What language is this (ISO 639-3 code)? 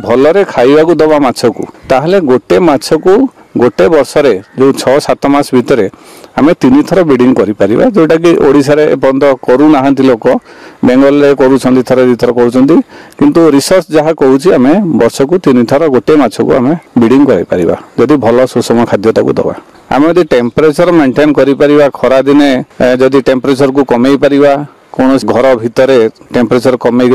ori